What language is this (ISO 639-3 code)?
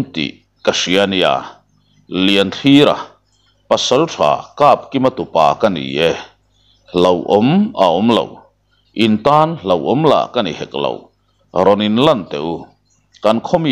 lus